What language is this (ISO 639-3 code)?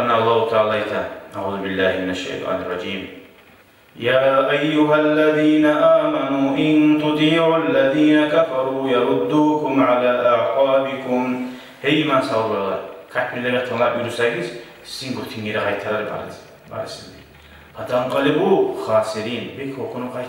kum